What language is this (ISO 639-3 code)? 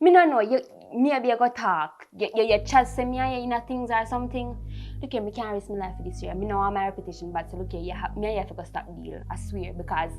jam